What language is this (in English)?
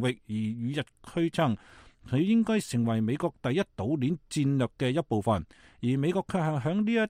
Cantonese